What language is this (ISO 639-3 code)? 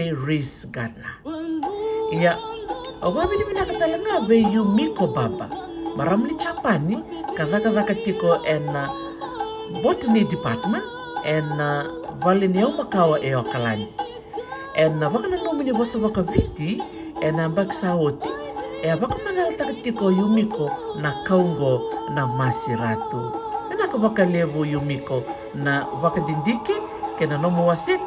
fij